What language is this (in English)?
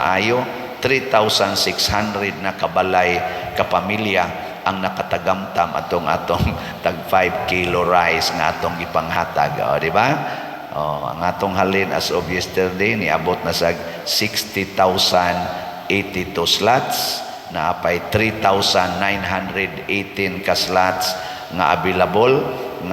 Cebuano